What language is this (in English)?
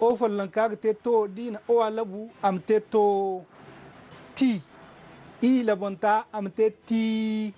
Zarma